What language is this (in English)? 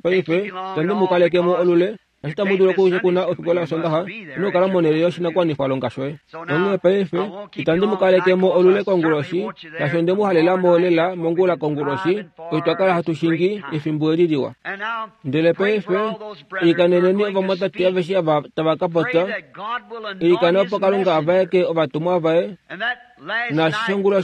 Kuanyama